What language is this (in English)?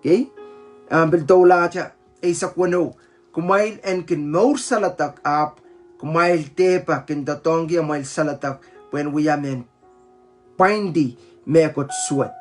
Pohnpeian